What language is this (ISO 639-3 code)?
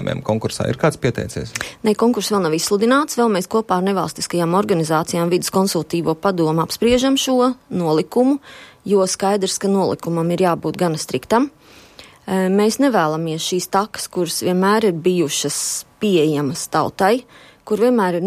lav